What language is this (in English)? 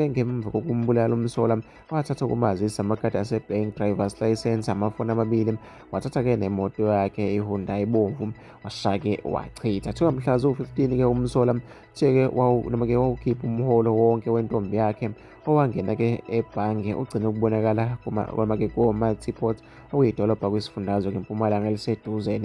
Zulu